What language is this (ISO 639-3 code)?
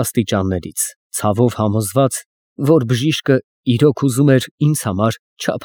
hye